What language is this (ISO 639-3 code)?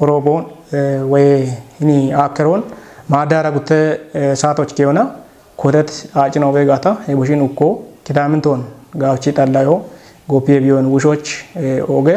kbr